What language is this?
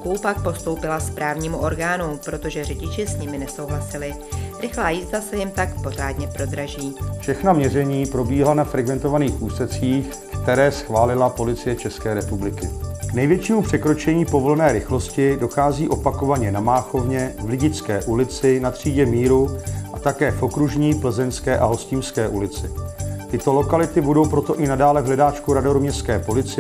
Czech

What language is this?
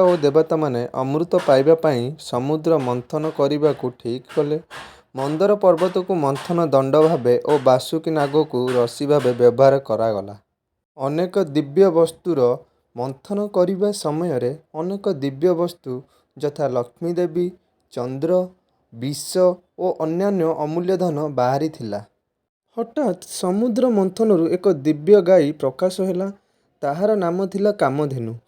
Odia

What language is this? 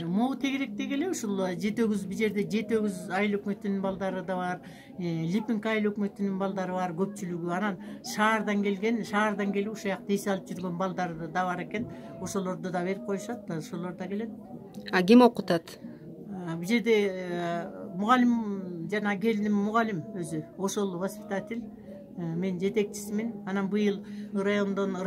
Kyrgyz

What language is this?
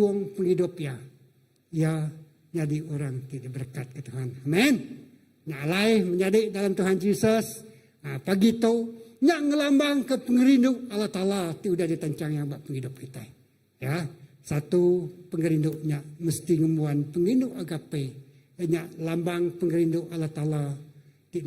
Iban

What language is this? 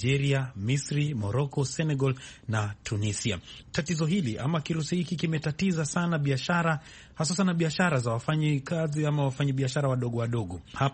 Swahili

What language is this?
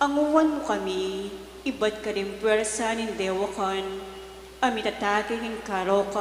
Pampanga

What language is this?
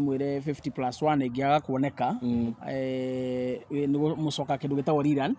Kikuyu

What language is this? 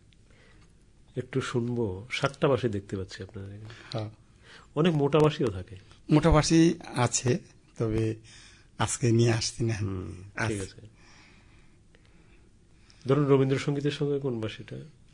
Bangla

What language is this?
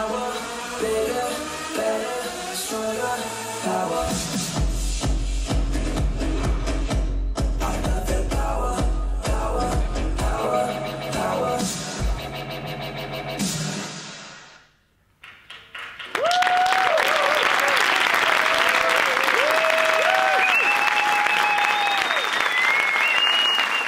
German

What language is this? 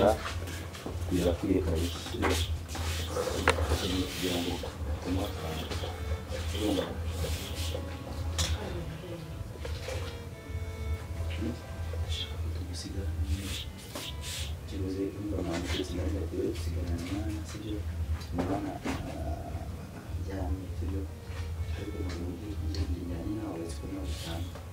Kinyarwanda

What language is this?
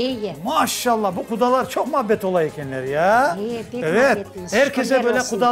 Crimean Tatar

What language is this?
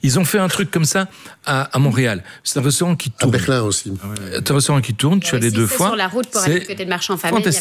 French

